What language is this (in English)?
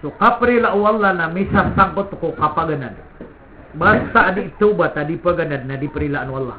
Maranao